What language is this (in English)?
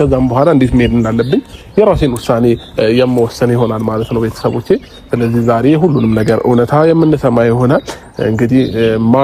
Amharic